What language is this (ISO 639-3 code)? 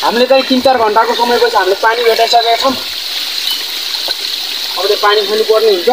nep